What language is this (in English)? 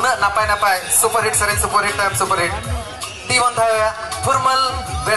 Santali